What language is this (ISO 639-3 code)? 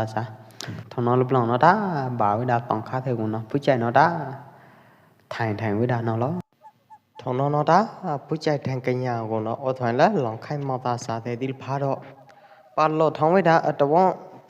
kjp